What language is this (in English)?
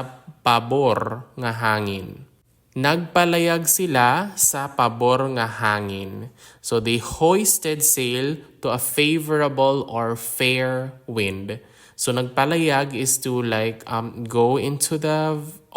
Hiligaynon